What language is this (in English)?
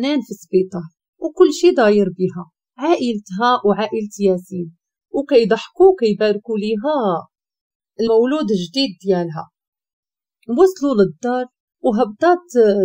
Moroccan Arabic